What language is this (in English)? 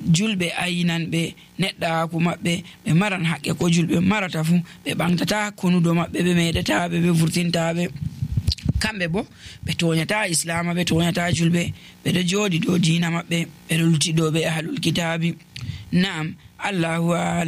Nigerian Fulfulde